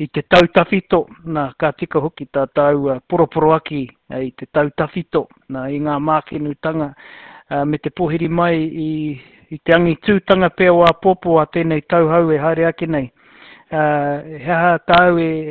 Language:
Māori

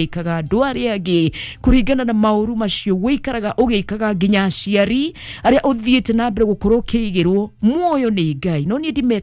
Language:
Kikuyu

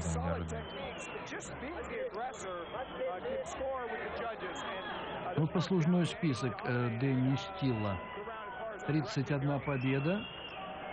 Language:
Russian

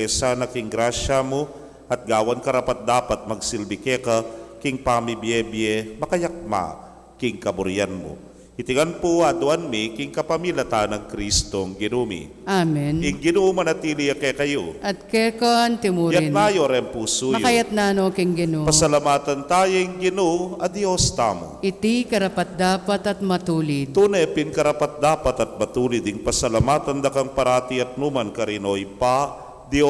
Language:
Pampanga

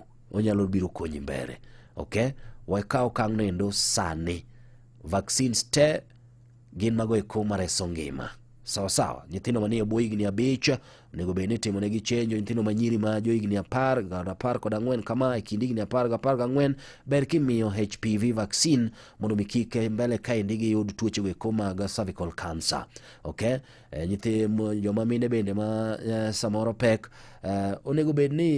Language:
Luo (Kenya and Tanzania)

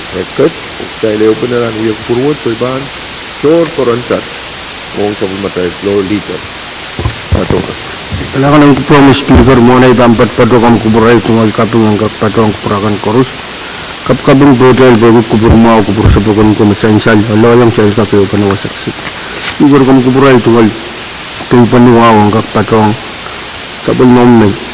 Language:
Pohnpeian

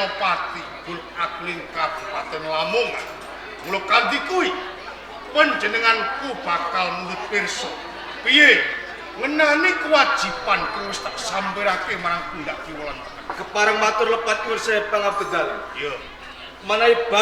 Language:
Javanese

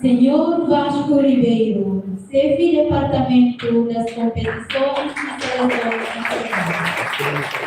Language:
Tetum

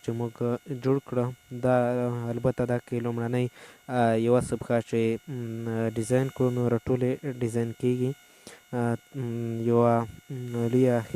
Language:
Pashto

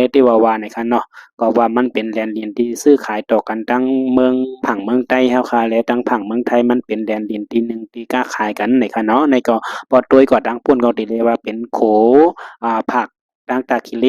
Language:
Shan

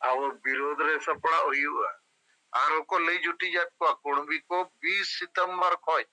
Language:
Santali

